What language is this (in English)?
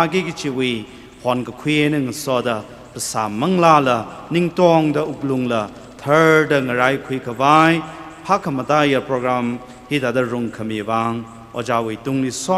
Tangkhul Naga (India)